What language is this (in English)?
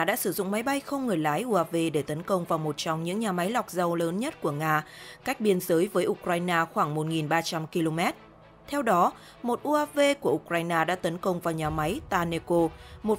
Vietnamese